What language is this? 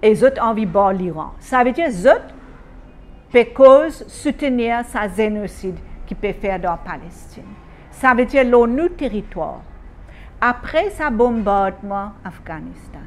Morisyen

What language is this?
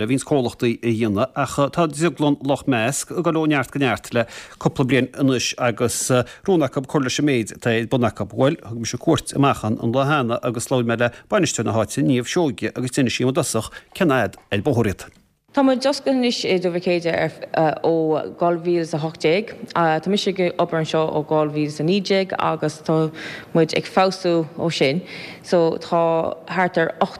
Irish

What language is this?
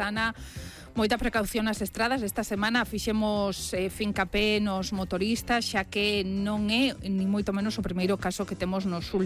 Galician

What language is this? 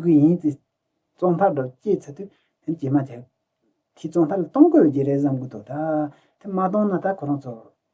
Tibetan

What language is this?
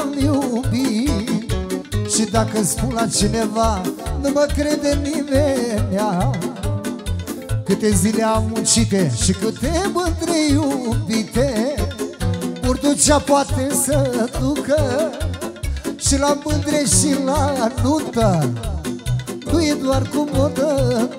Romanian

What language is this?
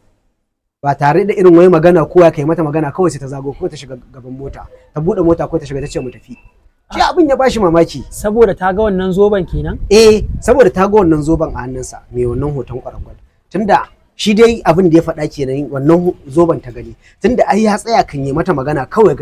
Hausa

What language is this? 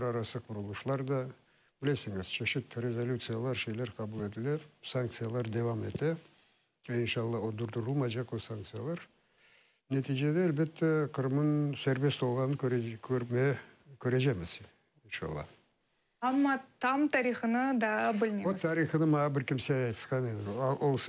Crimean Tatar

